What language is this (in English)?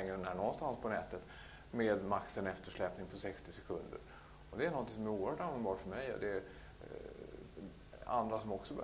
Swedish